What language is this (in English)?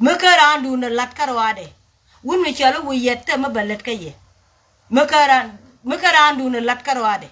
Nuer